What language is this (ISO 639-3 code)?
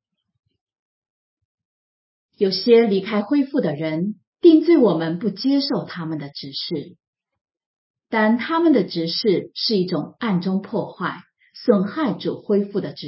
zho